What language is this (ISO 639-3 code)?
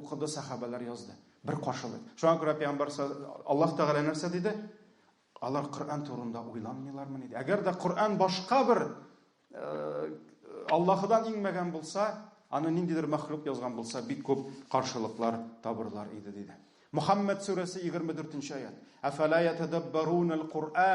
tat